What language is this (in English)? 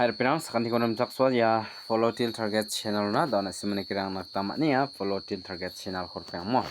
Garo